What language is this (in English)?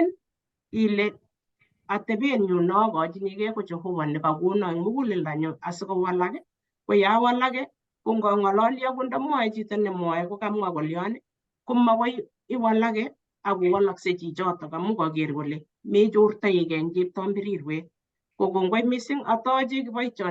Kalenjin